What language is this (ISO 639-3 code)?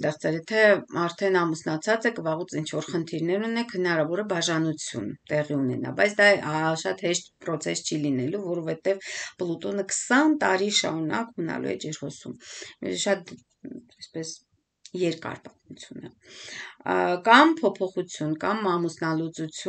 hye